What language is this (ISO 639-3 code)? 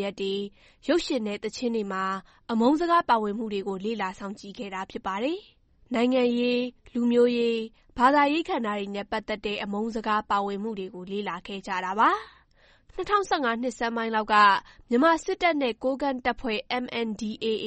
mya